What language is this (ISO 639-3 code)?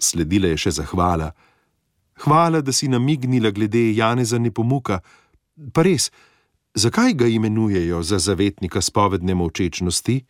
slv